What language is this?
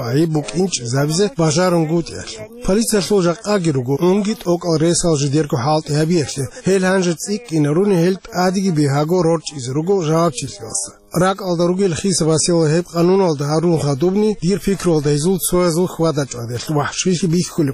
Avaric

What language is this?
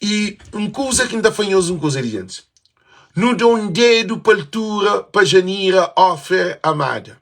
Kabuverdianu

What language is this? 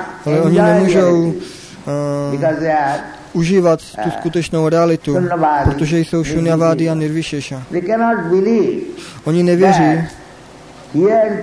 Czech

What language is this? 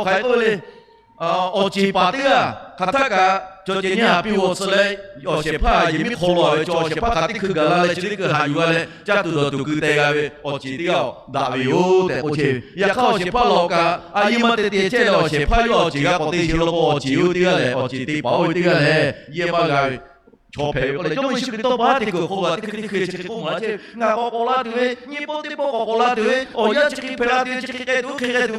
Lahu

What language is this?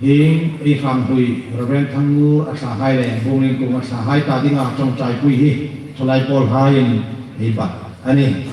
Hmar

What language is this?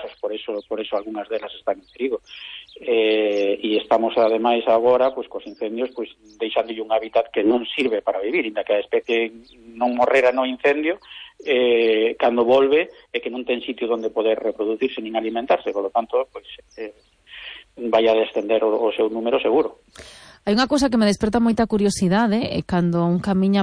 Galician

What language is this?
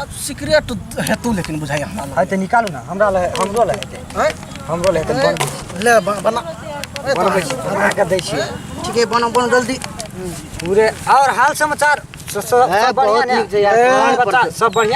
Maithili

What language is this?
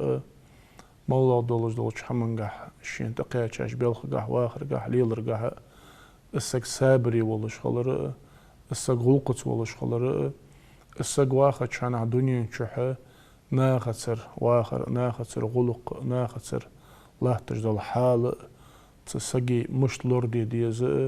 Ingush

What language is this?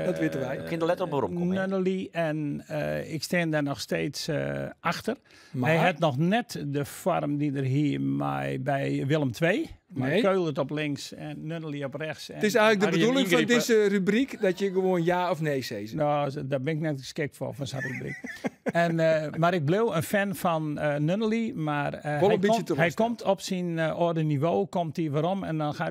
Western Frisian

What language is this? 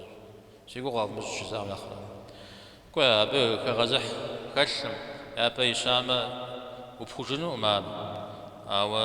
Kabardian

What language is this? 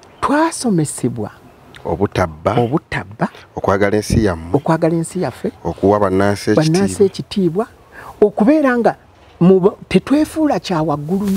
Ganda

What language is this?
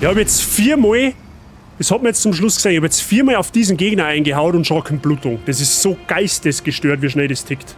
Bavarian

